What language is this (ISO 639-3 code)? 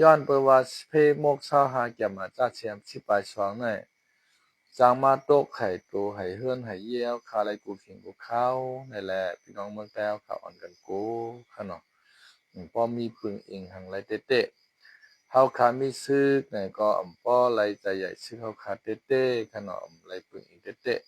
shn